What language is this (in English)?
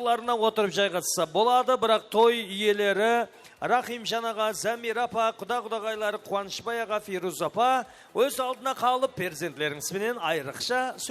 Kara-Kalpak